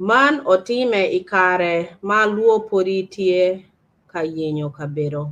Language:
Acoli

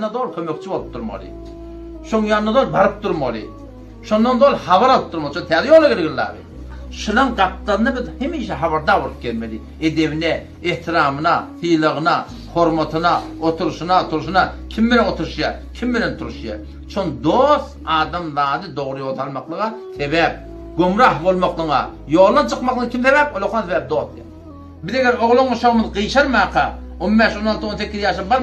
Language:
Turkmen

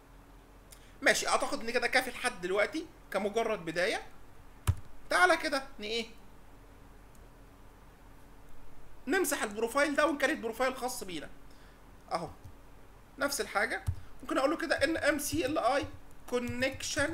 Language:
Egyptian Arabic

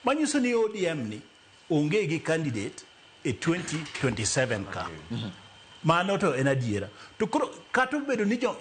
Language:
Luo (Kenya and Tanzania)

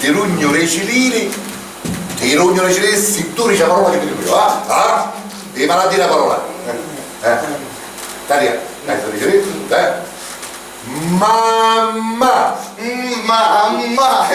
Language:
Sicilian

